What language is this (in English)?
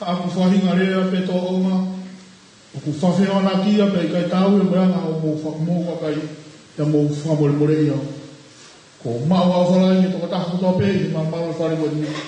Tongan